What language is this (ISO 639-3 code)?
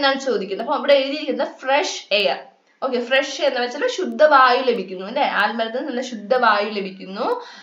mal